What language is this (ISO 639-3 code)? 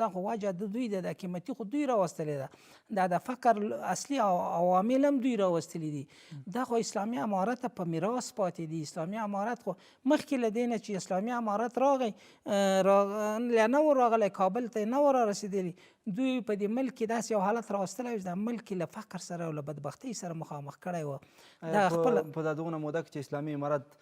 pus